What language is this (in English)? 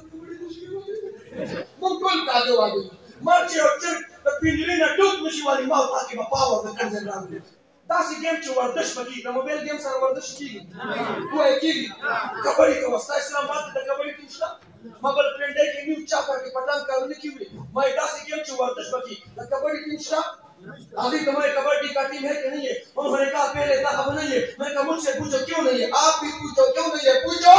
Pashto